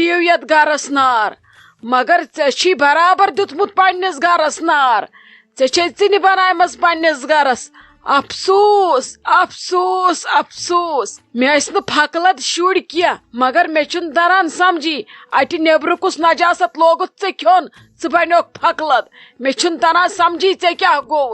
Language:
Kashmiri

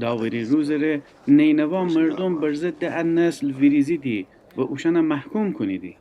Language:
Gilaki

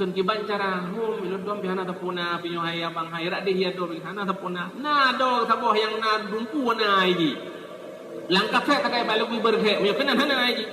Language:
Achinese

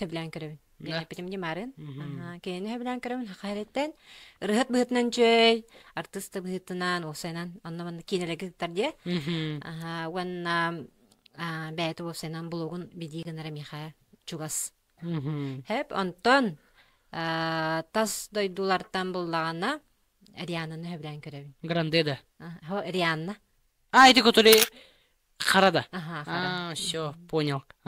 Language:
Yakut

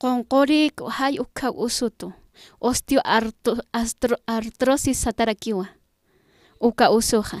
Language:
Aymara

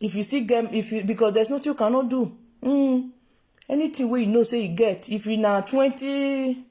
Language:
Nigerian Pidgin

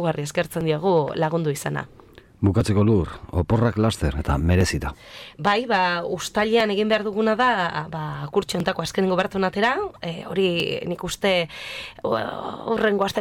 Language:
Basque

